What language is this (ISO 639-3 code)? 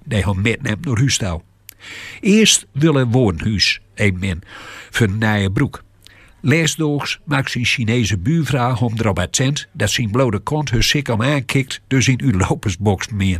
gos